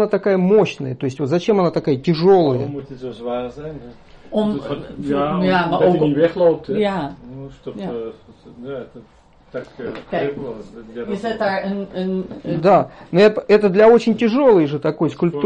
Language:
Dutch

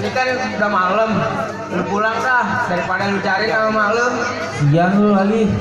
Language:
Betawi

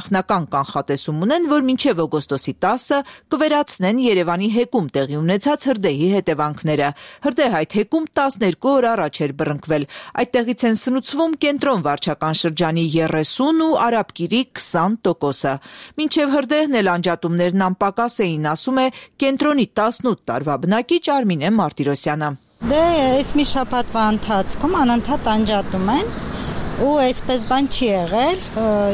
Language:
Armenian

